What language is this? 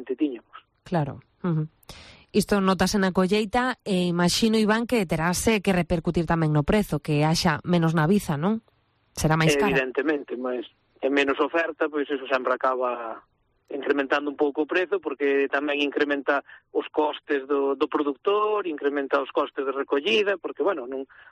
Galician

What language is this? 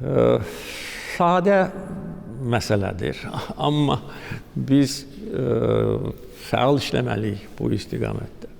Azerbaijani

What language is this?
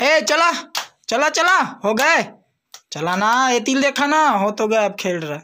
Chhattisgarhi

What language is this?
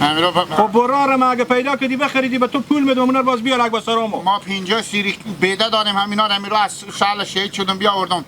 Hazaragi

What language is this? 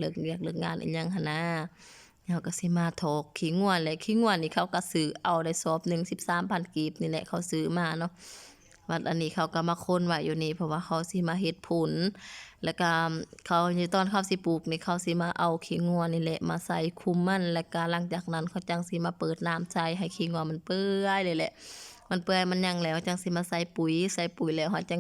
Lao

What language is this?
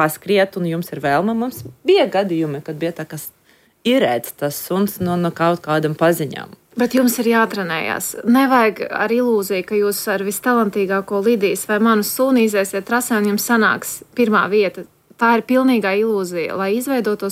Latvian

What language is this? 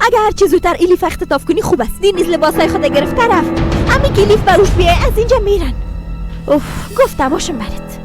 Persian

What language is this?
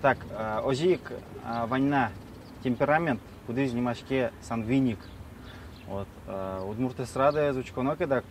Udmurt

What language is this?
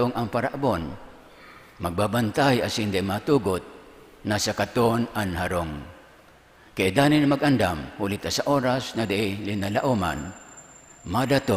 Bikol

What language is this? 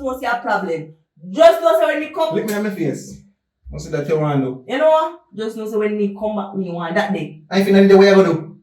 Jamaican Creole English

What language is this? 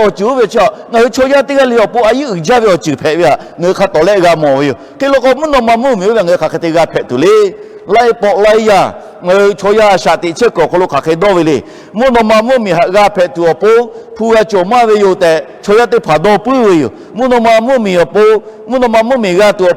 Lahu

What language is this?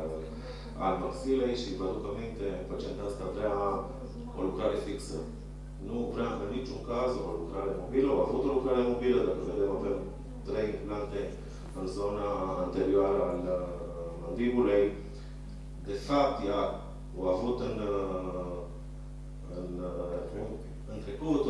Romanian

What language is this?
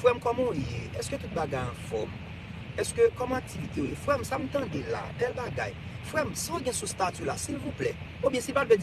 Haitian Creole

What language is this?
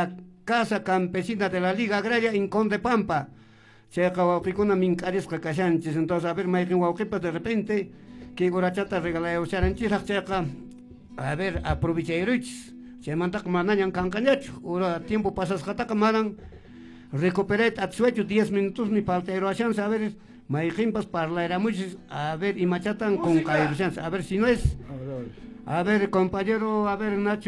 Quechua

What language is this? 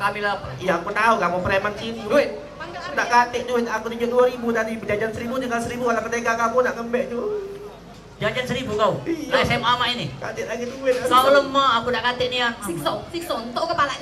Musi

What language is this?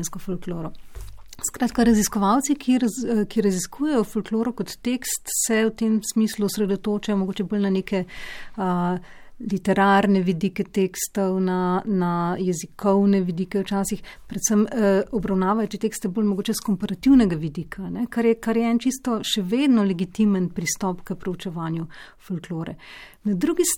Slovenian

